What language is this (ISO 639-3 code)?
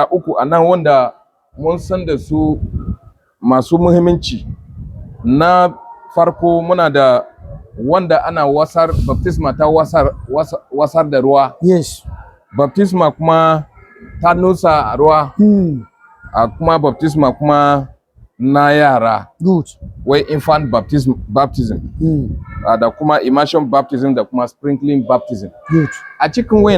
hau